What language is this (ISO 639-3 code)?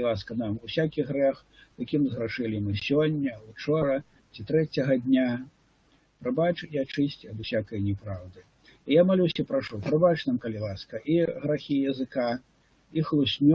bel